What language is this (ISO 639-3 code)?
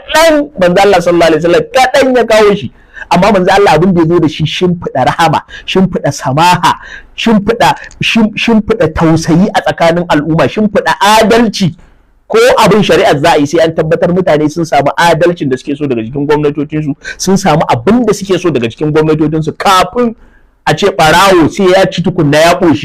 hau